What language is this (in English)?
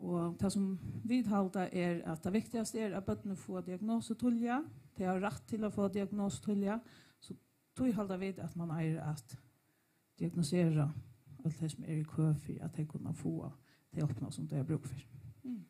Faroese